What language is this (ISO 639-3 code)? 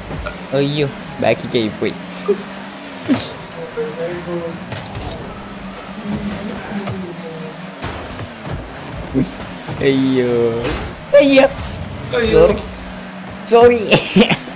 mal